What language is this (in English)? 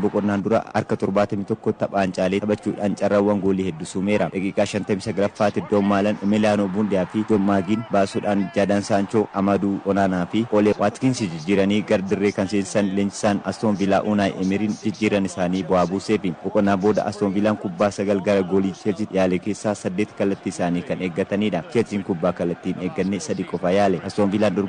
Oromo